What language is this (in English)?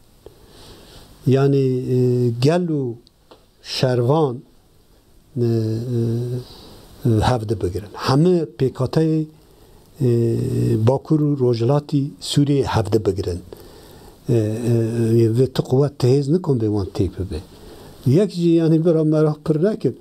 Kurdish